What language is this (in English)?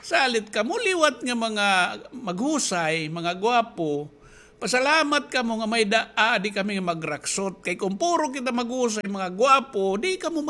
Waray